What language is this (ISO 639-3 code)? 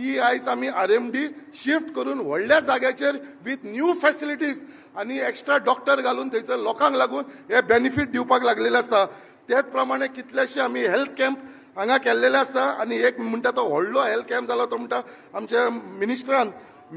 kok